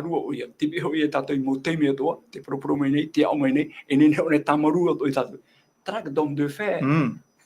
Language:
Tahitian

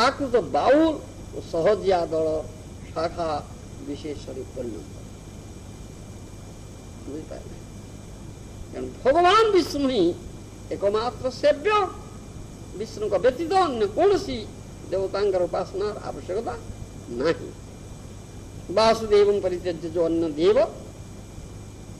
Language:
Odia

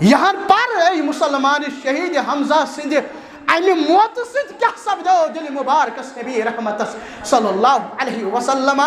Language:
Kashmiri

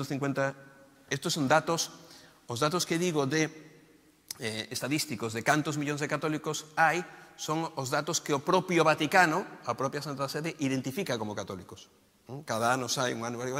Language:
Galician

